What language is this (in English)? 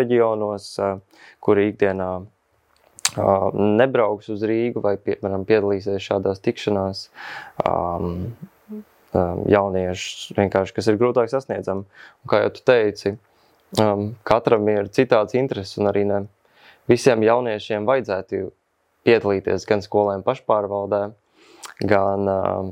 Latvian